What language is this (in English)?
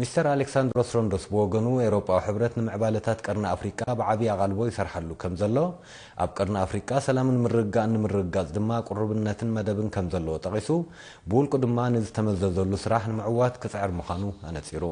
Tigrinya